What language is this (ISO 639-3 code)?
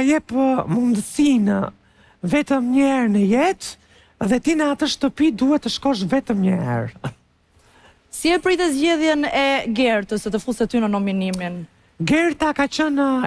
sqi